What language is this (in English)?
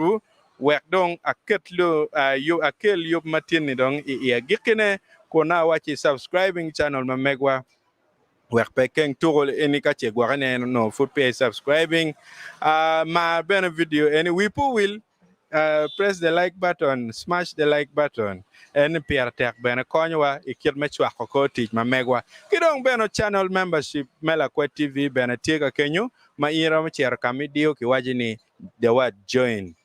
Acoli